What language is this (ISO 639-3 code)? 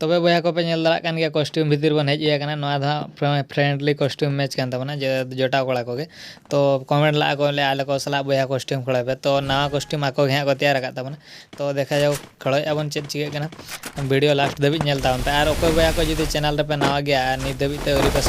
sat